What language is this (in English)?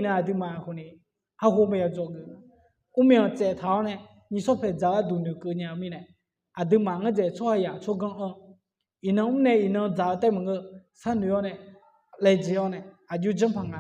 Akha